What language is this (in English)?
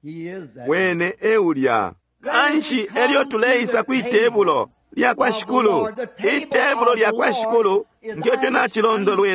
Bemba